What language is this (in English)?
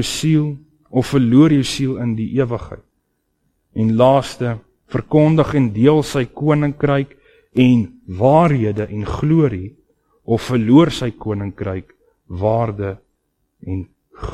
Afrikaans